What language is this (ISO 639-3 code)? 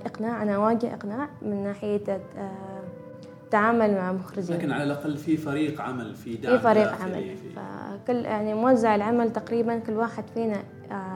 afb